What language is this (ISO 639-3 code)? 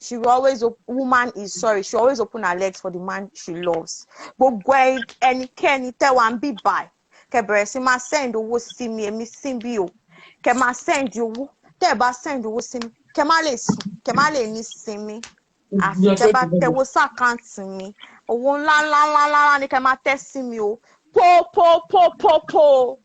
yor